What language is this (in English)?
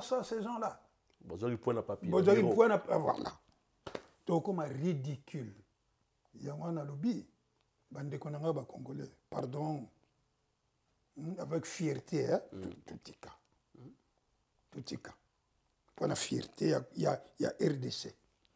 French